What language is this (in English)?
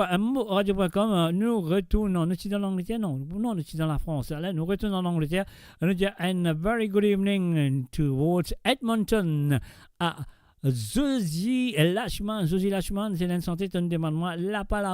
Morisyen